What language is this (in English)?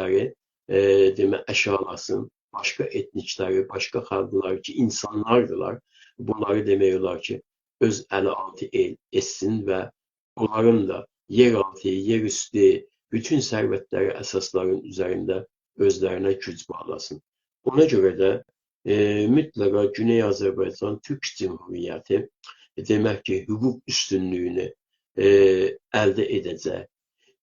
South Azerbaijani